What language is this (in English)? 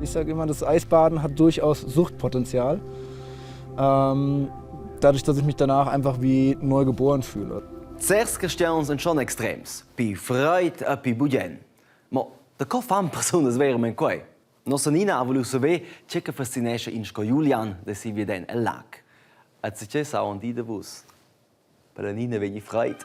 Romansh